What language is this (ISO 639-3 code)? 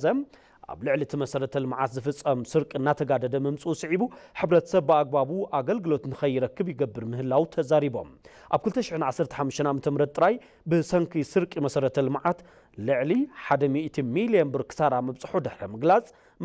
tir